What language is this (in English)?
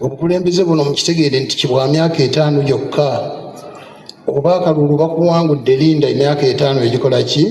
Ganda